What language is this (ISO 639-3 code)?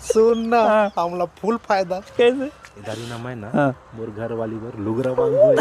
hne